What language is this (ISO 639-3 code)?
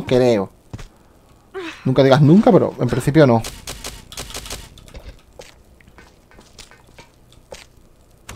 spa